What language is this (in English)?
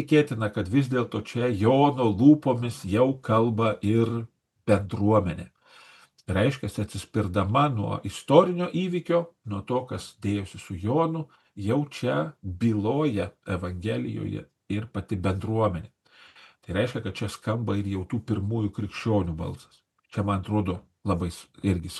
Lithuanian